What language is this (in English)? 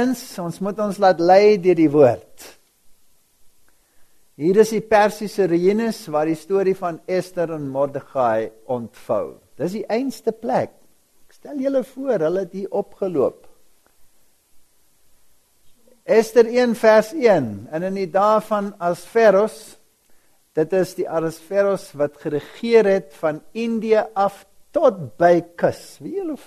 Afrikaans